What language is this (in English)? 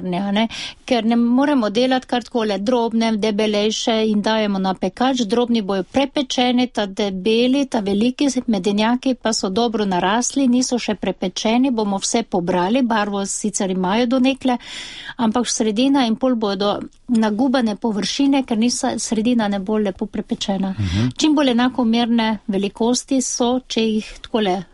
Slovenian